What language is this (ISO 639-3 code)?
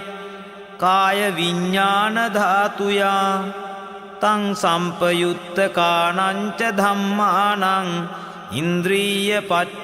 pli